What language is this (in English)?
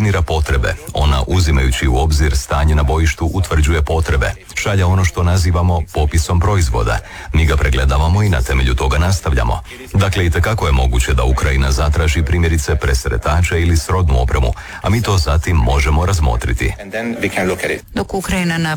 Croatian